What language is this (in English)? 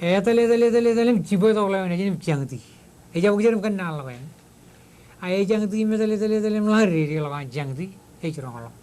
Marshallese